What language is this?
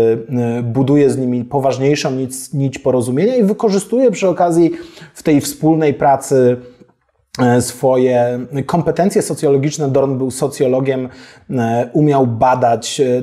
Polish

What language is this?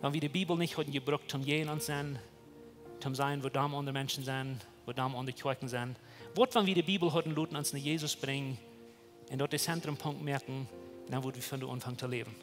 Plautdietsch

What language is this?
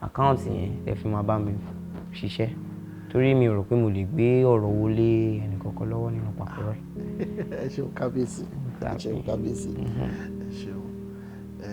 Yoruba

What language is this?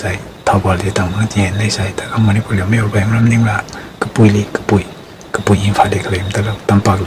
Tangkhul Naga (India)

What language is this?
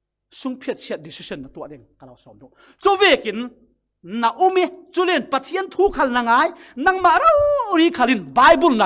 Falam Chin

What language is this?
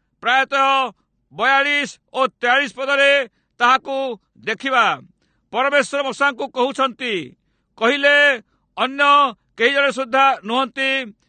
Odia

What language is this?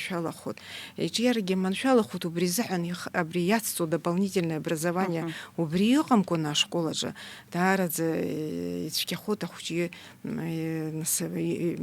Abkhazian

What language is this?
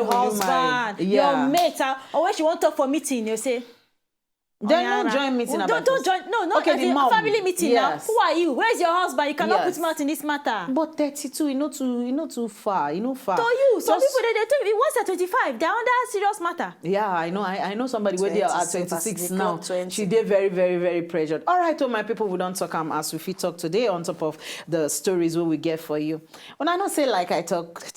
Nigerian Pidgin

